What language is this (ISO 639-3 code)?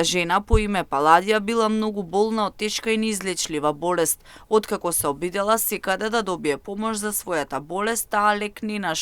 mkd